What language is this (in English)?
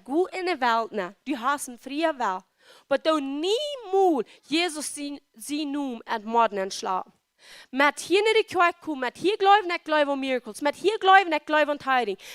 Plautdietsch